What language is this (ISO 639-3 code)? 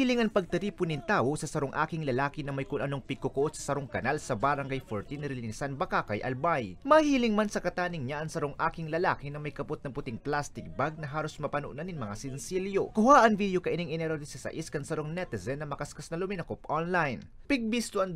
bik